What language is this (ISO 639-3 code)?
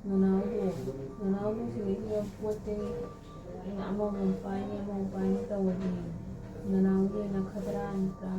mni